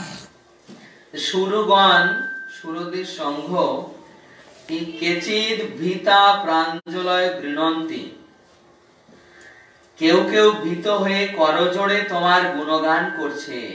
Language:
Bangla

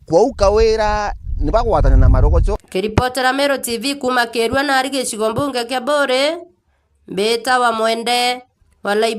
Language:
Meru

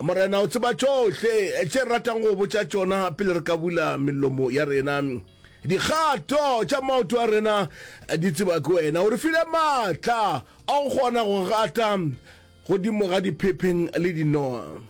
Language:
Northern Sotho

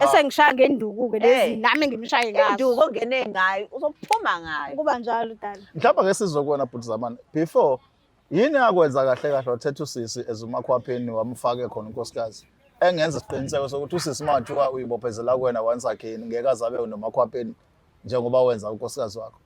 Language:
Zulu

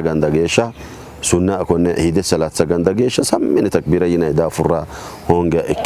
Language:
Sidamo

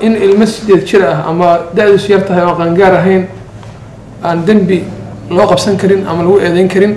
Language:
Somali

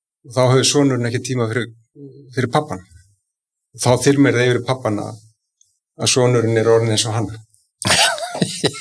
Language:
Icelandic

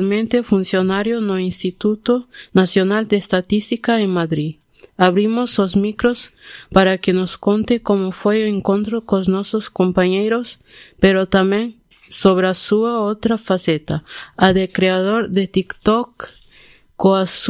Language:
Galician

